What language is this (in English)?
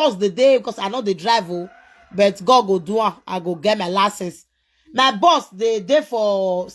Nigerian Pidgin